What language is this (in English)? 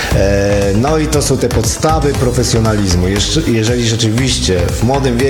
Polish